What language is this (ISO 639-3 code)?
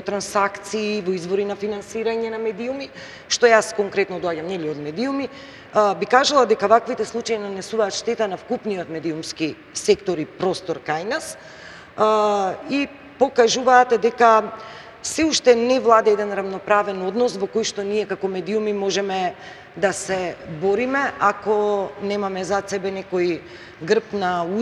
mkd